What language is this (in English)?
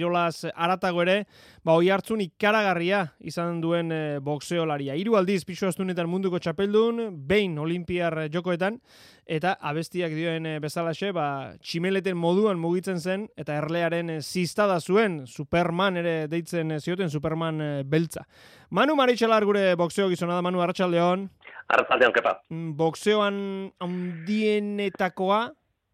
Basque